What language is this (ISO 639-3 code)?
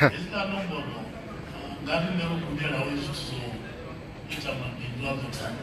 ven